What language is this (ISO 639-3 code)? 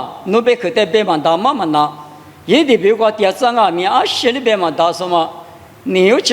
lis